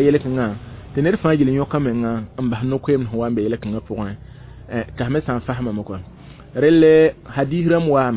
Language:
Mossi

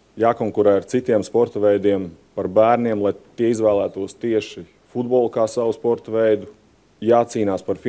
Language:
Latvian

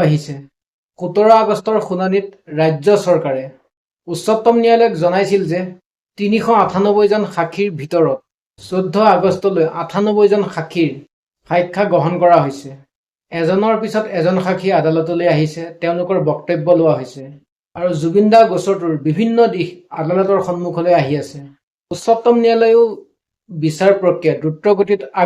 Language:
Assamese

